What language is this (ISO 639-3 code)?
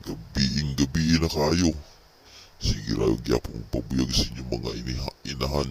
ceb